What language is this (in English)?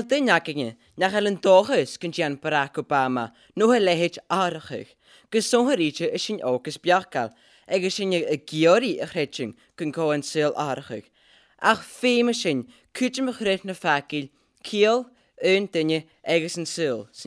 Scottish Gaelic